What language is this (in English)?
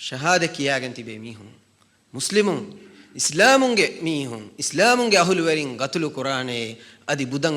Divehi